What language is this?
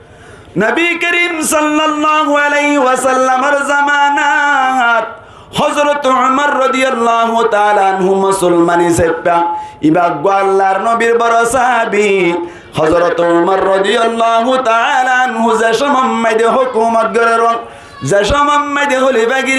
Rohingya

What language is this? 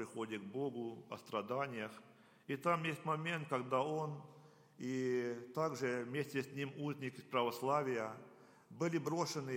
Russian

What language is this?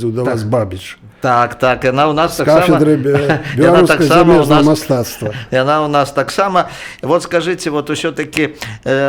Belarusian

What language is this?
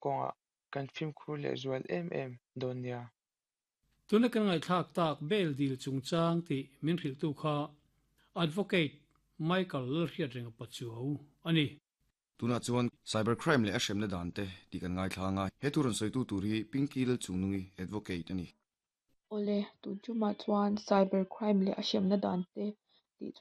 Mizo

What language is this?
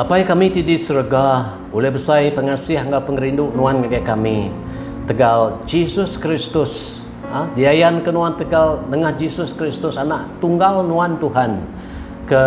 Iban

